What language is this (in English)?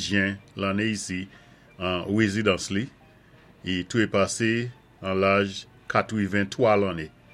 Saint Lucian Creole French